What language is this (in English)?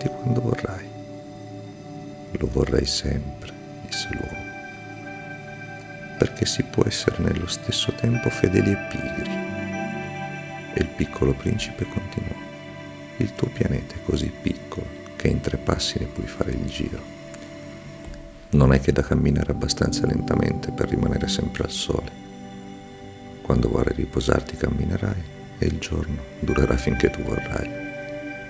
Italian